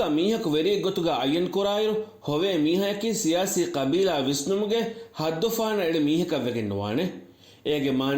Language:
Divehi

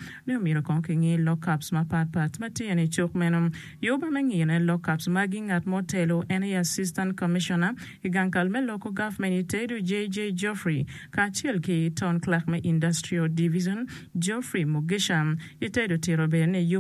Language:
Acoli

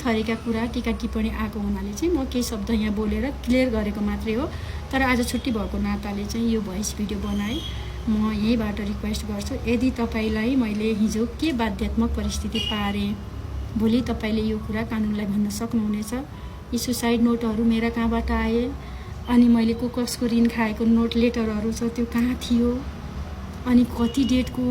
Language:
Nepali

